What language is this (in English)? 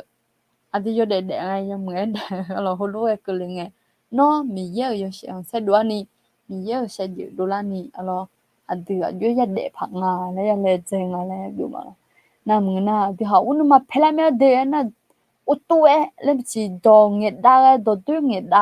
Akha